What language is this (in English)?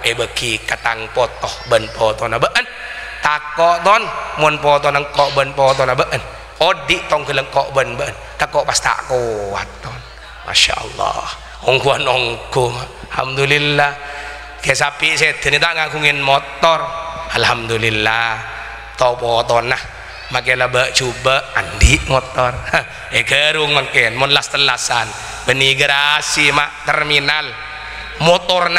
Madurese